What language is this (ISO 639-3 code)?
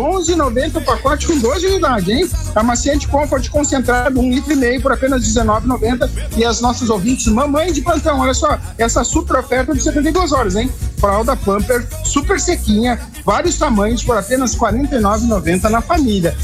por